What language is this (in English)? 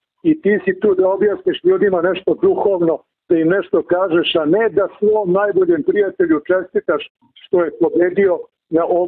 Serbian